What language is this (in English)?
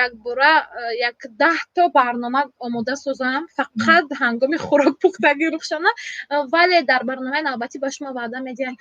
Tajik